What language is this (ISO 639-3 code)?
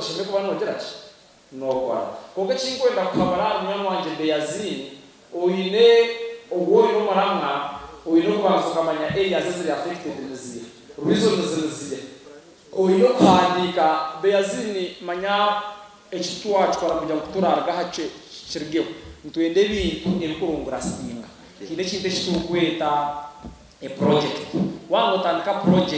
nyn